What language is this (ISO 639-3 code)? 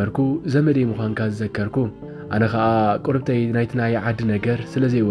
tir